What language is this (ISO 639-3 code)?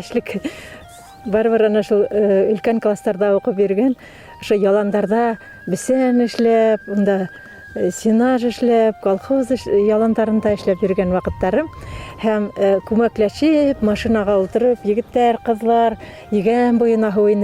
bak